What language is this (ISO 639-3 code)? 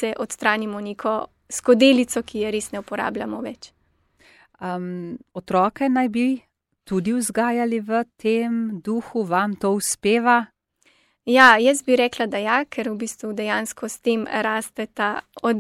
slv